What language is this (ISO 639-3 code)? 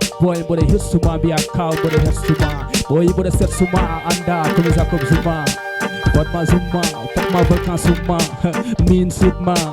ful